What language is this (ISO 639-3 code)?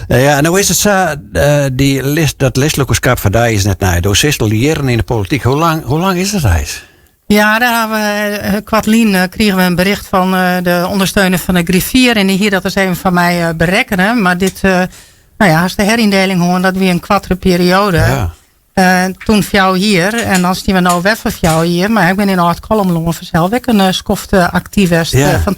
fry